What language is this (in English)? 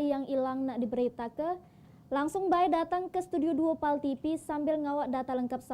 Musi